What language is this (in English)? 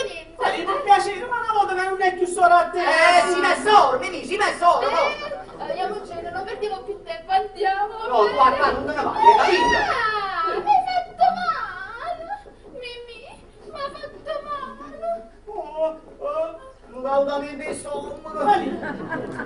Neapolitan